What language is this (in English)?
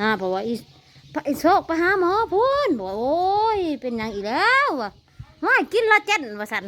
Northeastern Thai